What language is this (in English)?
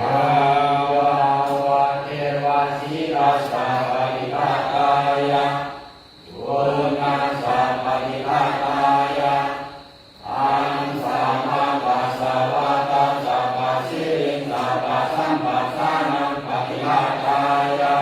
Pali